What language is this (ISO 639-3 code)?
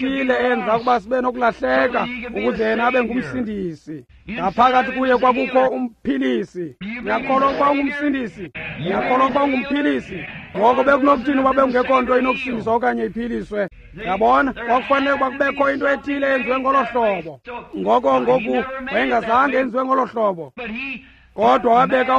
xho